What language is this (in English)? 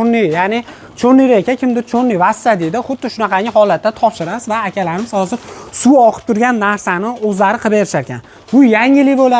Uzbek